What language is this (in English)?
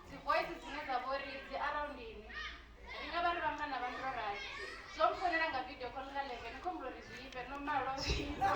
Venda